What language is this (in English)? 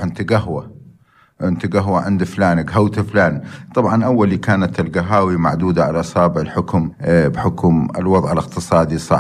North Levantine Arabic